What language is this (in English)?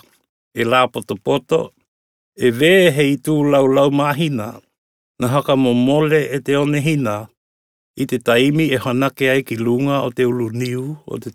Tokelau